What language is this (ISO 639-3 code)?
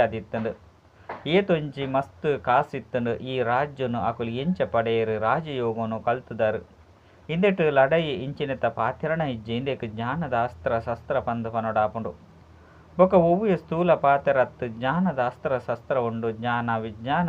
tcy